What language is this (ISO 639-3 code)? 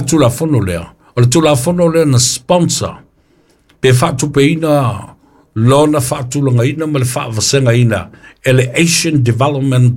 smo